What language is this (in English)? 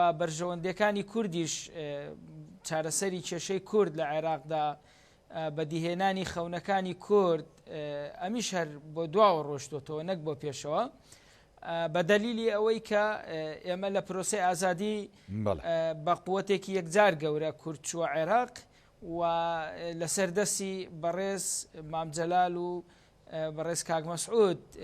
Central Kurdish